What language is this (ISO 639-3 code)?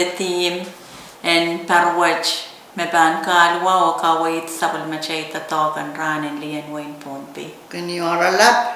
pon